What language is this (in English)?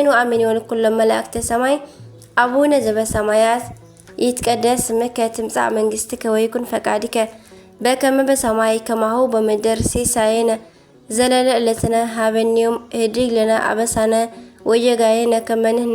Tigrinya